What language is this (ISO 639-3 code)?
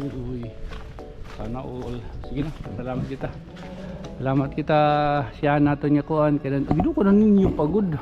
war